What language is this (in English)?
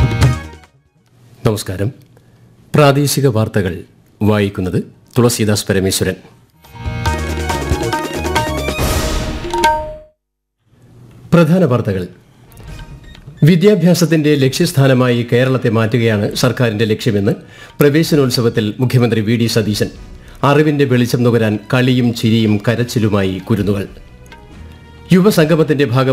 Malayalam